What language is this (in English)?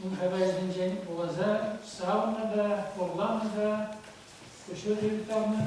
Chuvash